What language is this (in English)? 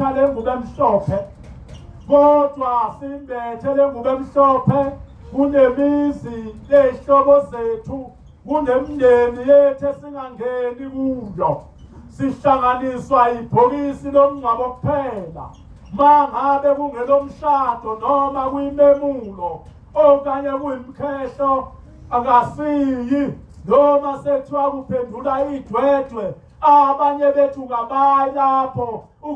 Zulu